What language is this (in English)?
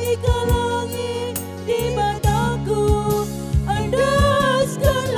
Batak Karo